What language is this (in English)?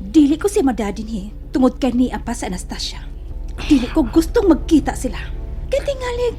Cebuano